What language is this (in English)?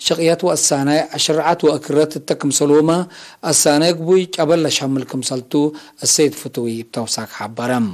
Tigre